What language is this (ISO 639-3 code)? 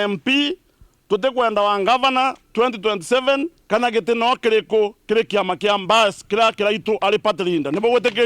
mer